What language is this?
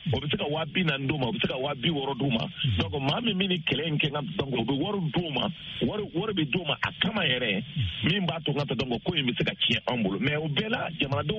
Bambara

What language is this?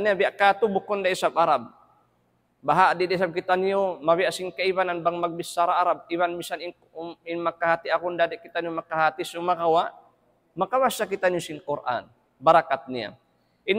Tausug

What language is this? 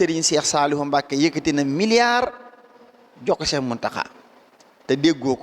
Wolof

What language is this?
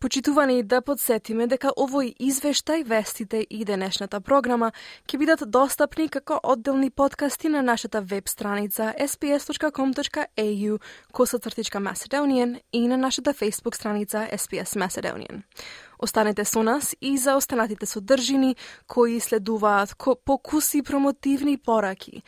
Macedonian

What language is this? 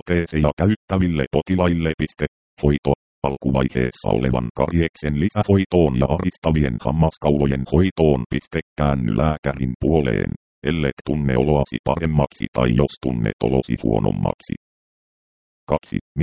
Finnish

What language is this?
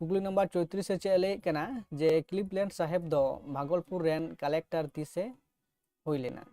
Santali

